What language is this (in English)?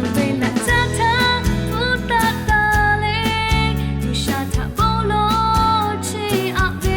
Lahu